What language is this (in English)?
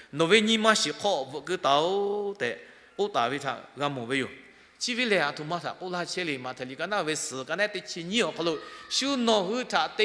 Lahu